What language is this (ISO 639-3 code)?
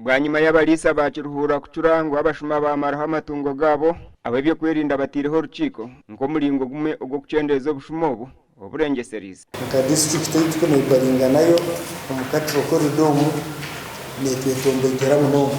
nyn